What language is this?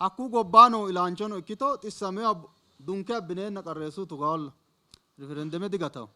Sidamo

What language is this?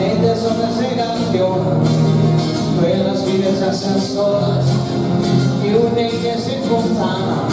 Sardinian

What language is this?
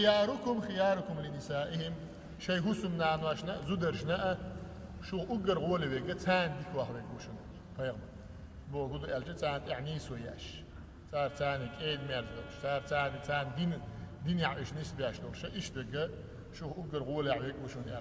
Chechen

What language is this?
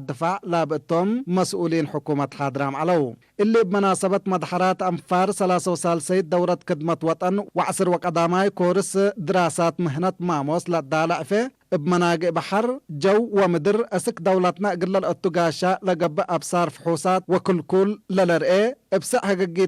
Tigre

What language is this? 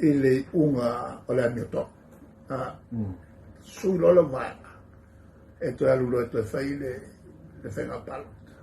Samoan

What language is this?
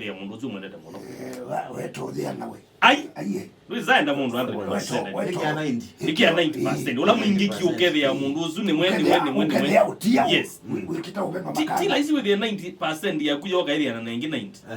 Kamba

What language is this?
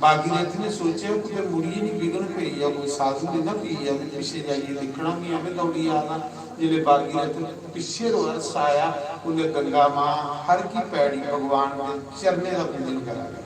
Dogri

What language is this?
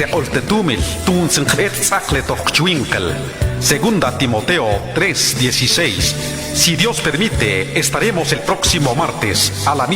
Mam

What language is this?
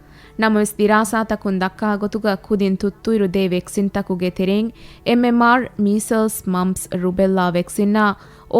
Divehi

